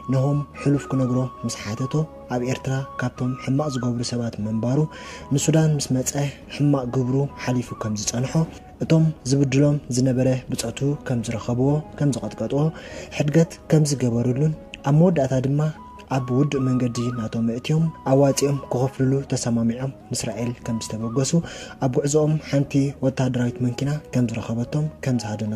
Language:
Tigrinya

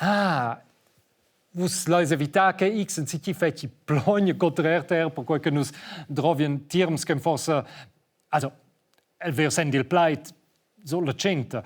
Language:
Romansh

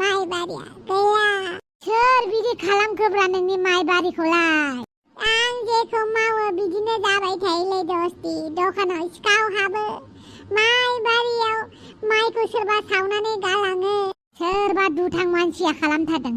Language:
Bodo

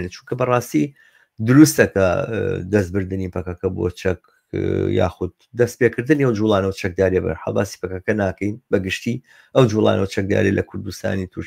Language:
Central Kurdish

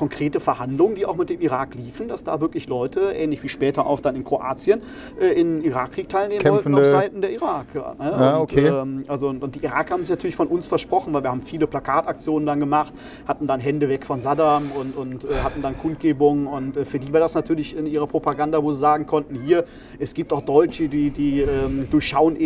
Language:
German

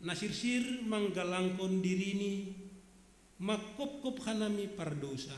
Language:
Batak Simalungun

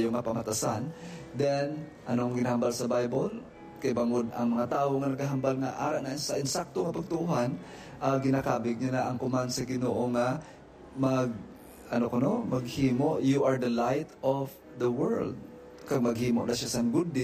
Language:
Hiligaynon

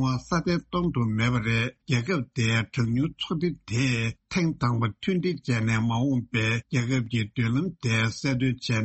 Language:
Tibetan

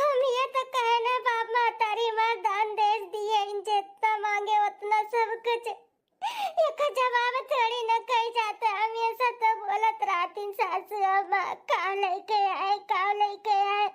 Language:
Bhojpuri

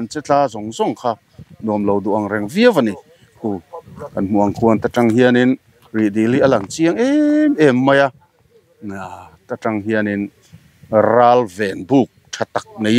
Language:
Mizo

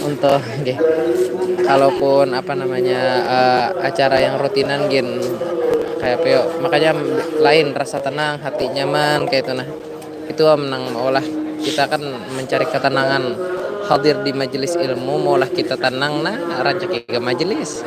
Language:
Banjar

